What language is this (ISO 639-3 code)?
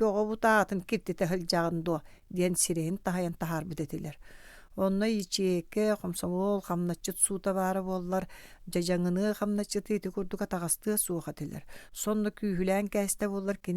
sah